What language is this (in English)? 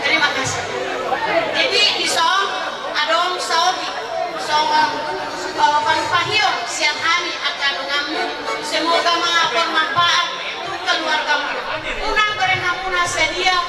Batak Toba